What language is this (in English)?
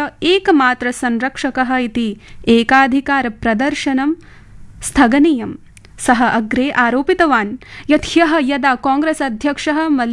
Sanskrit